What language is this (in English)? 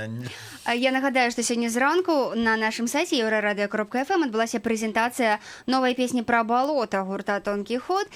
Belarusian